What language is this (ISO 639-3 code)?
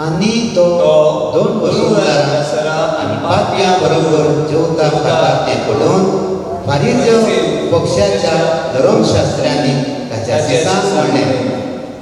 kok